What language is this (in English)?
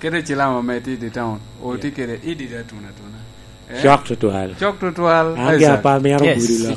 Lango (Uganda)